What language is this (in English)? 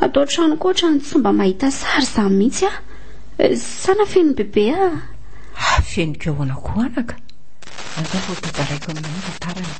Malagasy